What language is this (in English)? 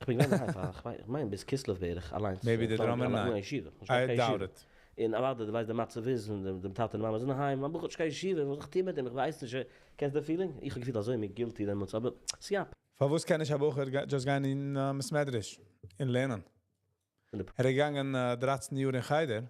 Yiddish